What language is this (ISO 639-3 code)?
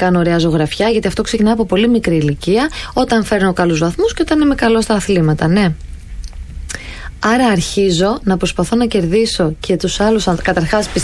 ell